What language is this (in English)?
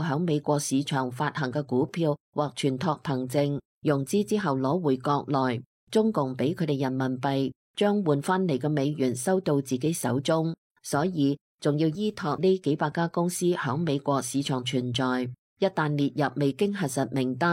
Cantonese